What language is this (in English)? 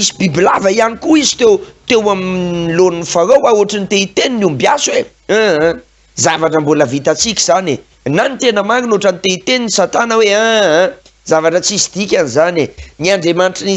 Malagasy